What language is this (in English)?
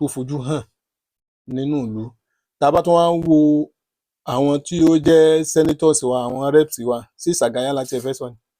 Yoruba